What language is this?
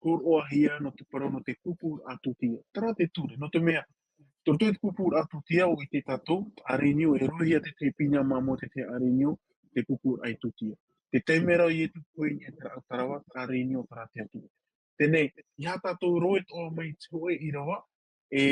Tahitian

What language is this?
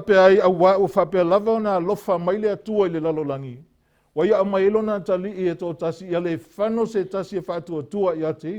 Samoan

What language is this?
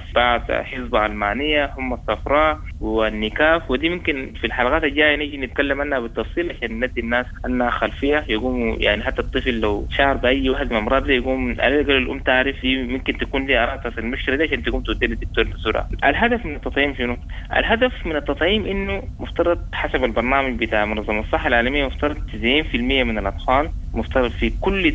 Sudanese Arabic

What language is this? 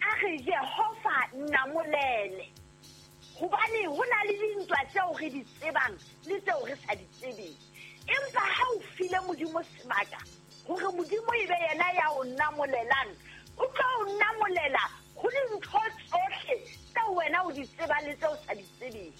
Southern Sotho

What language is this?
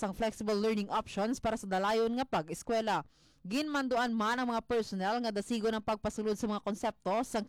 Hiligaynon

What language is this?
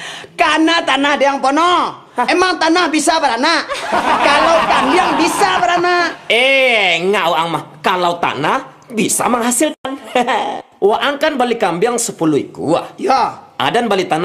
Minangkabau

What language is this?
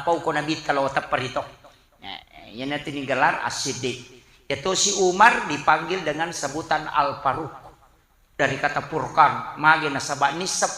Buginese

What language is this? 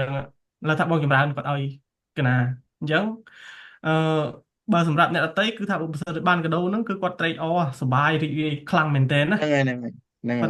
Khmer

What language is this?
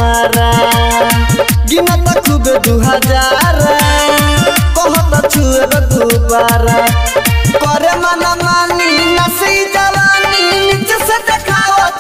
Bhojpuri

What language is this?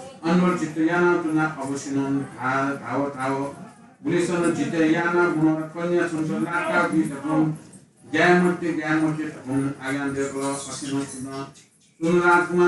Newari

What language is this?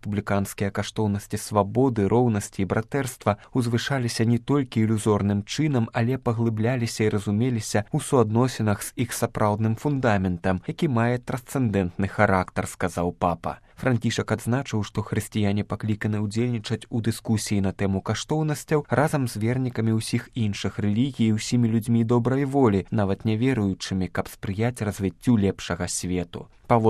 Belarusian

